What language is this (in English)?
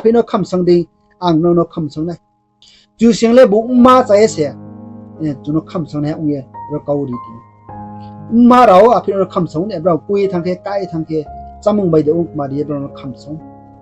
Riang (India)